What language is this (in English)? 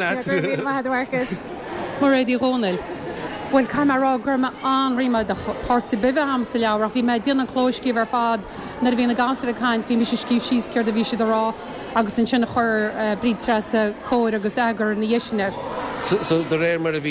Irish